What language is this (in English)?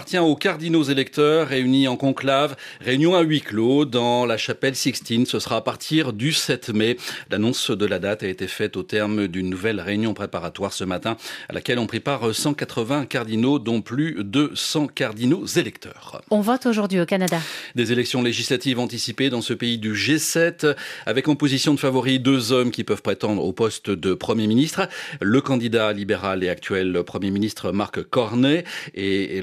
French